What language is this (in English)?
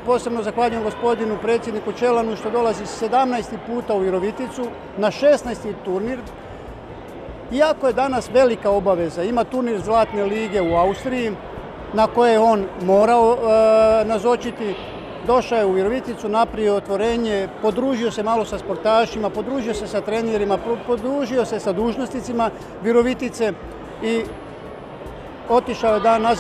Croatian